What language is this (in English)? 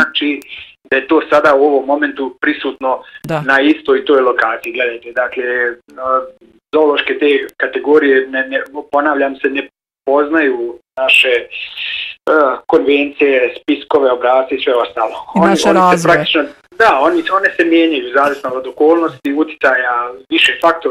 Bosnian